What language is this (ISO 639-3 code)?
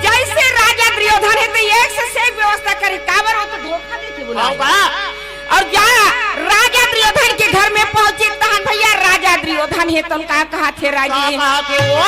hne